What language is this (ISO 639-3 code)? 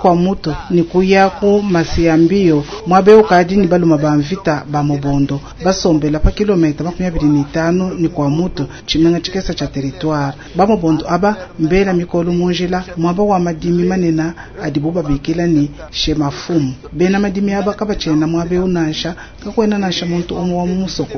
lua